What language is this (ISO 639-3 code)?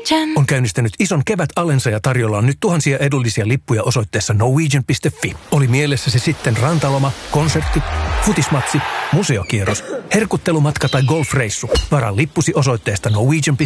fin